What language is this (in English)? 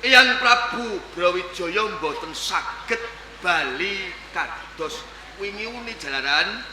Javanese